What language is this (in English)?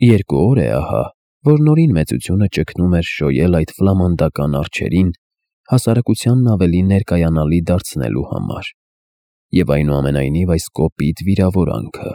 Armenian